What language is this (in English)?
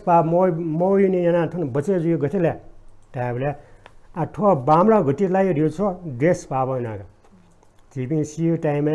Newari